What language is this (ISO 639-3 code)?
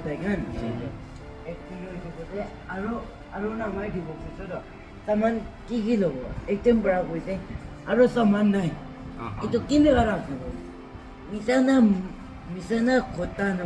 nag